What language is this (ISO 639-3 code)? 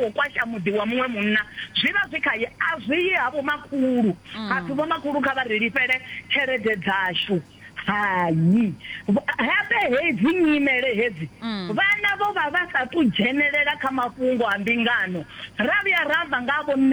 ven